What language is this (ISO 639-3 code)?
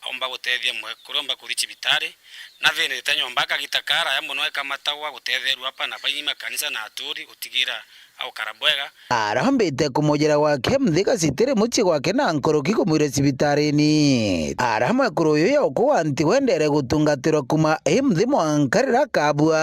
mer